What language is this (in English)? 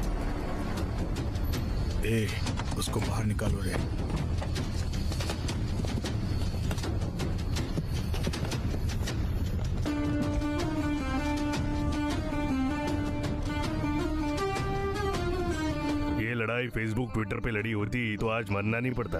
Hindi